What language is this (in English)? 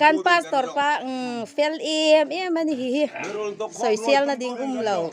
Hmar